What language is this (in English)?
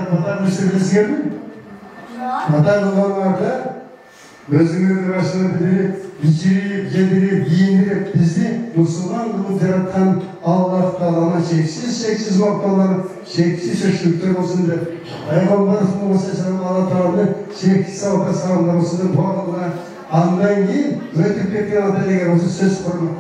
Kyrgyz